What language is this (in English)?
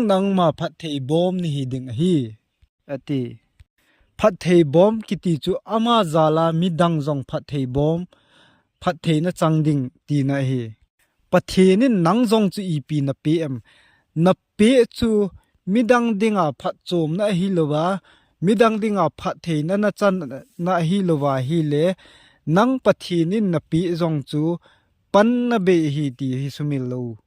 Thado Chin